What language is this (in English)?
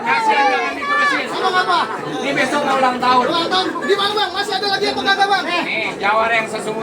Betawi